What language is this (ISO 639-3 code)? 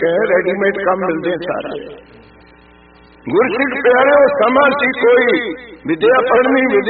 pan